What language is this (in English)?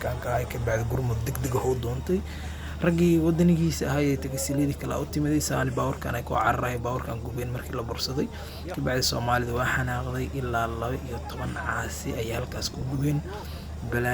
Somali